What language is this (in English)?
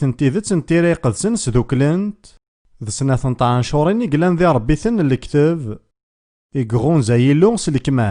Kabyle